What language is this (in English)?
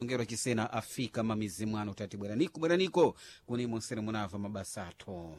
Sena